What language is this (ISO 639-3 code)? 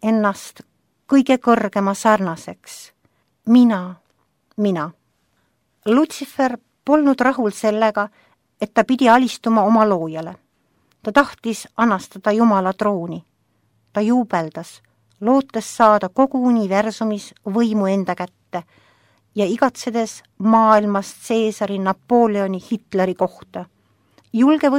est